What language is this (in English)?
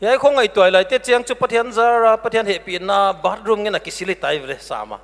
Paite Chin